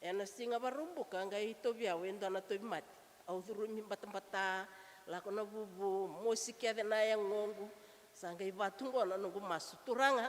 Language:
Fijian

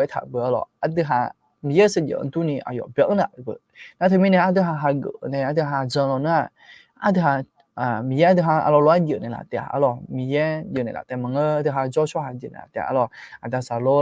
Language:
Akha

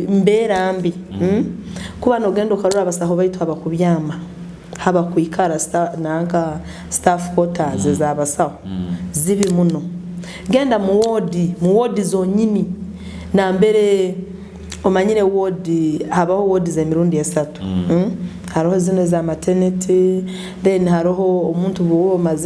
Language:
Nyoro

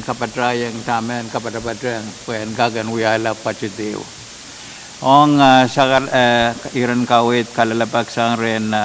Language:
Pohnpeian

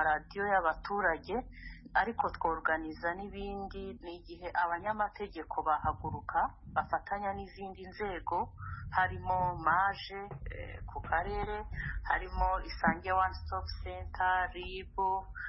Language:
Kinyarwanda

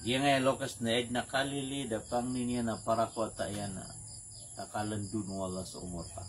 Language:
Maranao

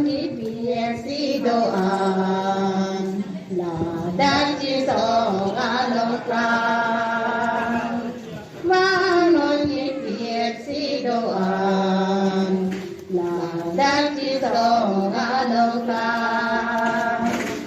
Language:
Karbi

